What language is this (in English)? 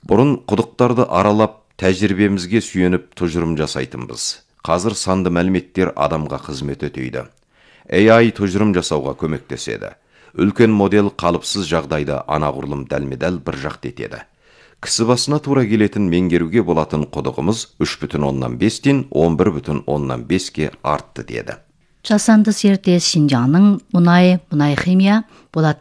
Kazakh